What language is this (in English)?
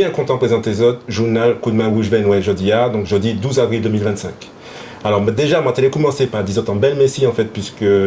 Guadeloupean Creole French